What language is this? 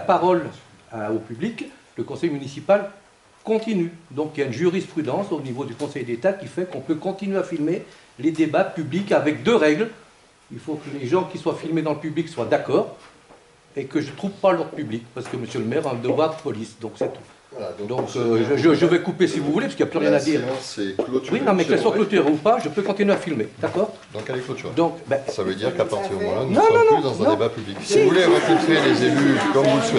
French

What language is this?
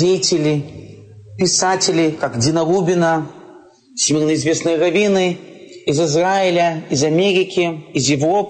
Russian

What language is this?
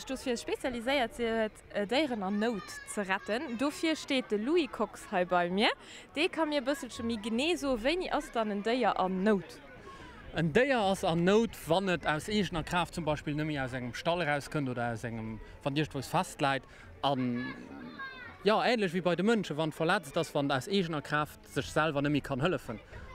Luxembourgish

